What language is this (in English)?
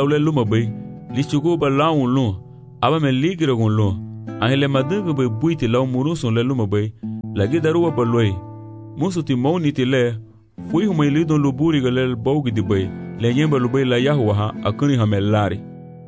Garifuna